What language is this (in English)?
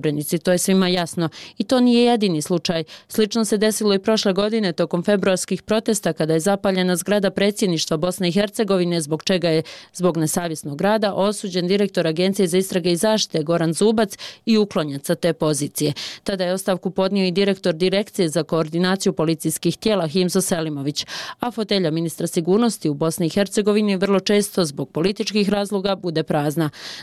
Bosnian